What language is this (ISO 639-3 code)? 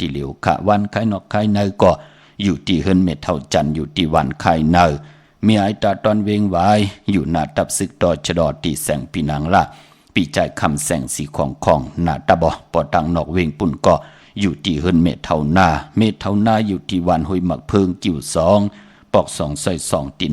shn